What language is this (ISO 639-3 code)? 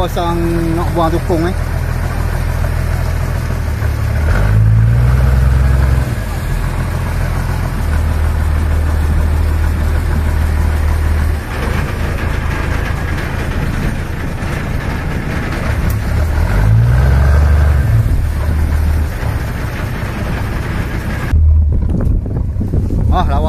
msa